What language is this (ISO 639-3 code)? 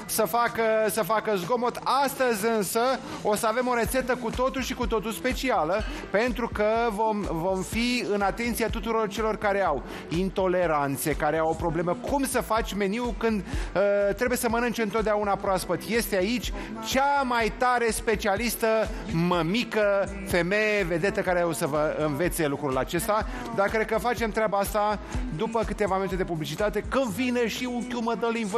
ron